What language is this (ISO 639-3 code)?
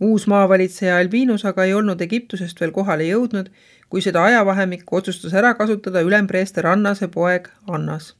est